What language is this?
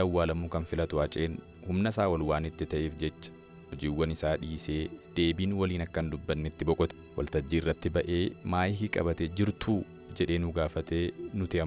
Oromo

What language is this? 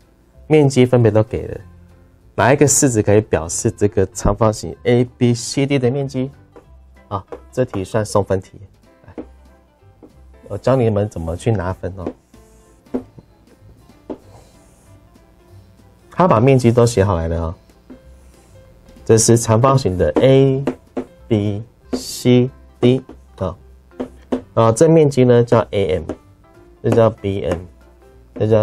Chinese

